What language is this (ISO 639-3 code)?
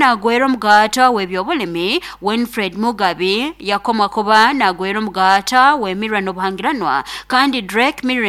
nyn